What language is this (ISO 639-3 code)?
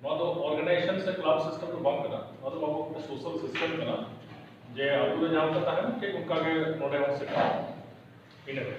sat